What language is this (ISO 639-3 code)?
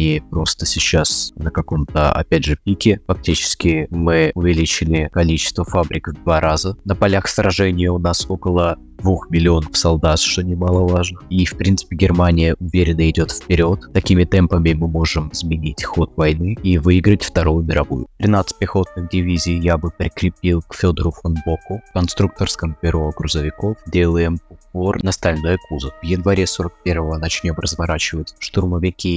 rus